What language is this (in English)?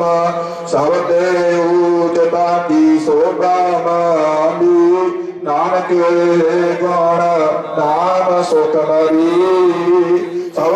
Punjabi